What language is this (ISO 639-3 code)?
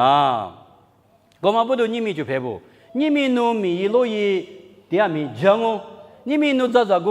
lis